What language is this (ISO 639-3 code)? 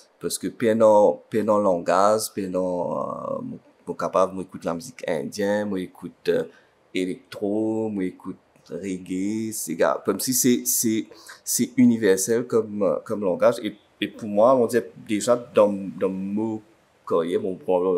mfe